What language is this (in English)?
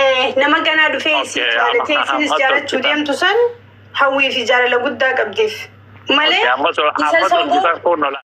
Oromo